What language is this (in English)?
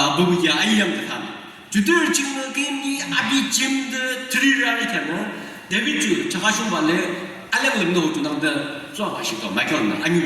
Yimchungru Naga